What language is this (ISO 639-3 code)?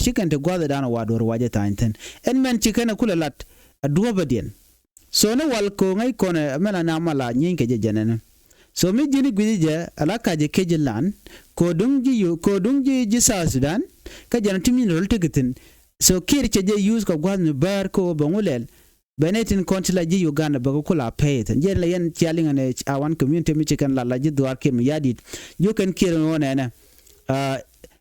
nus